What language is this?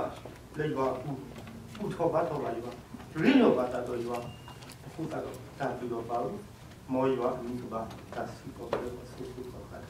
S'gaw Karen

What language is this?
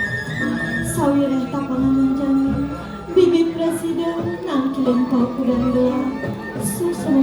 Balinese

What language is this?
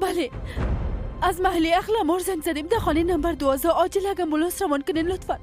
Persian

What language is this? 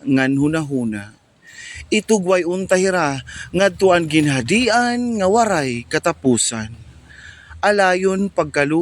Waray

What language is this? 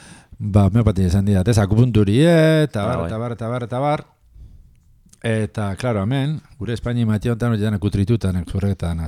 Basque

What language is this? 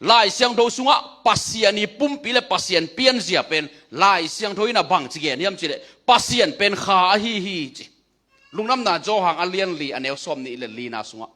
Tedim Chin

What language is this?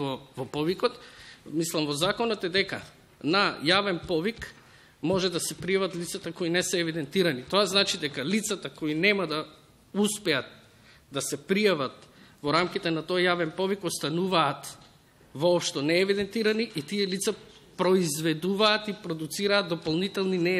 Macedonian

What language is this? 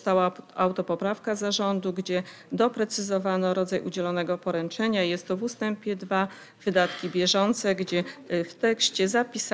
Polish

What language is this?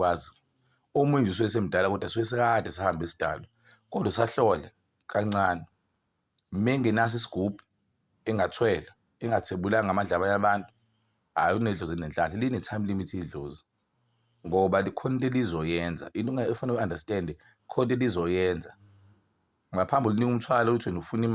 Zulu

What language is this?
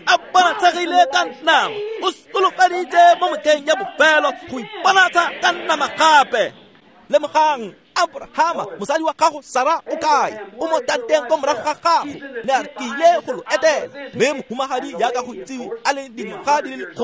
Tswana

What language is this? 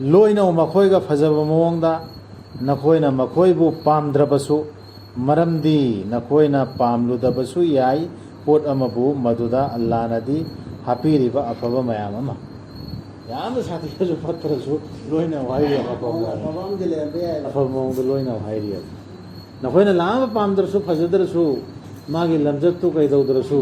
Manipuri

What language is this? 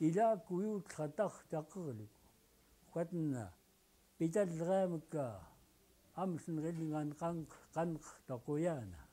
Central Yupik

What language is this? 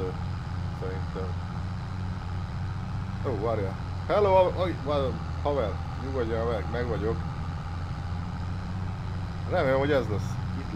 Hungarian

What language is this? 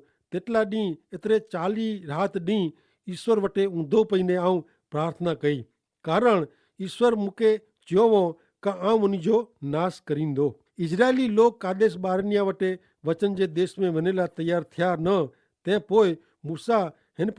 Kachhi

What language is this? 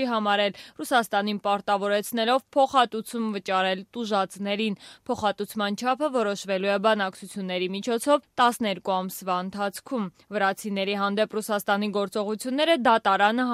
Armenian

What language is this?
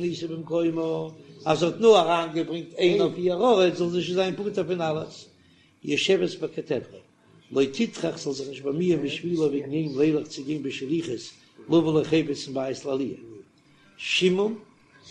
Yiddish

